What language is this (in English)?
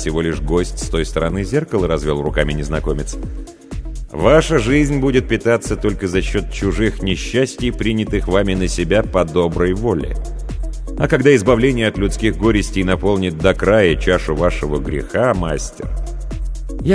Russian